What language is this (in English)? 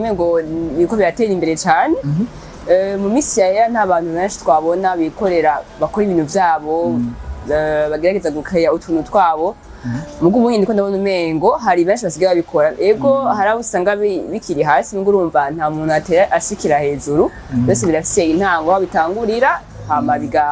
Rundi